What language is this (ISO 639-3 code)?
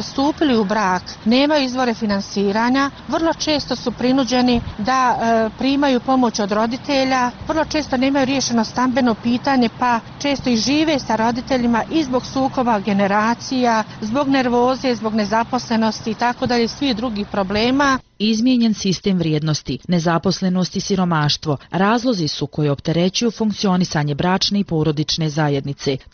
bos